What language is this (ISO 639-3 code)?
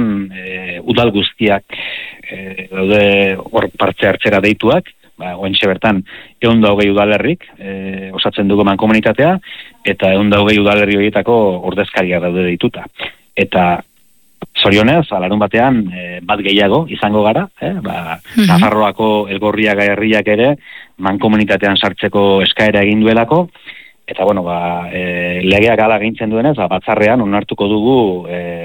eus